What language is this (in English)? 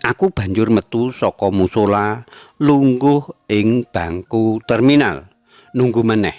Javanese